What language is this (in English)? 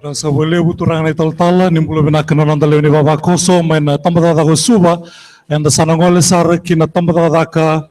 Fijian